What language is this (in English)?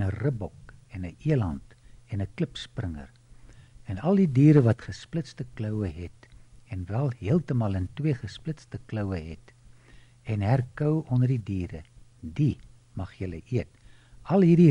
Afrikaans